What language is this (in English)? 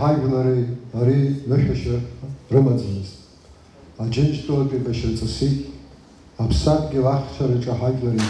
Abkhazian